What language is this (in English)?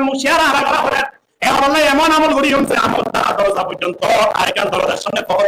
Rohingya